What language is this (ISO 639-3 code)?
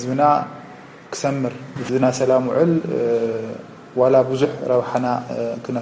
tir